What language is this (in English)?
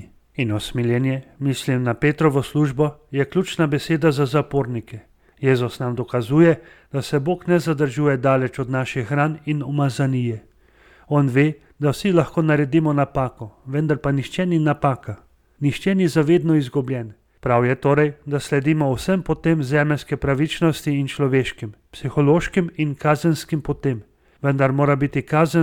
Slovenian